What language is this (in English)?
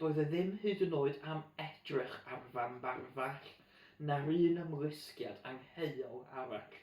Welsh